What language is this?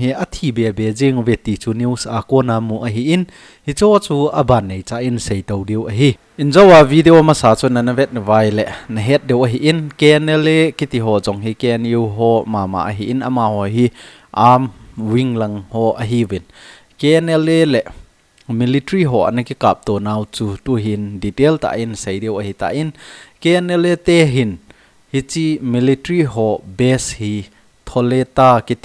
Thado Chin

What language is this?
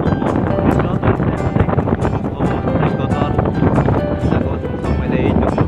Kok Borok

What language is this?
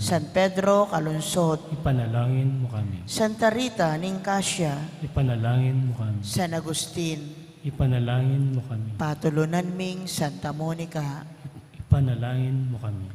Pampanga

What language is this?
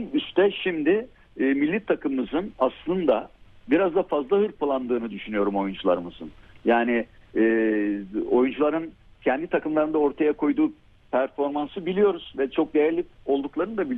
Turkish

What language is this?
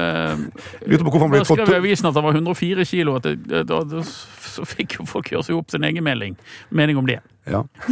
Norwegian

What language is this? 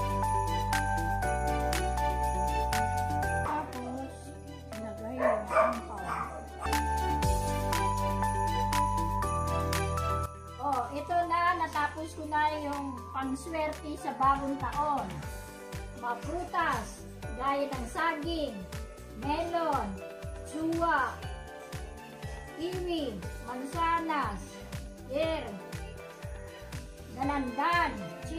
Filipino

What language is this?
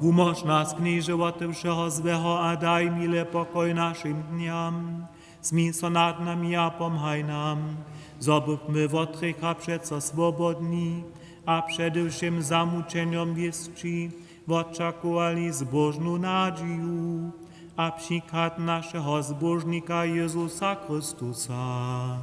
Upper Sorbian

